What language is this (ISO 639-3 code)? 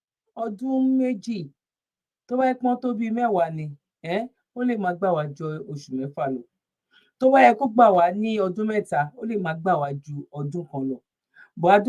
yor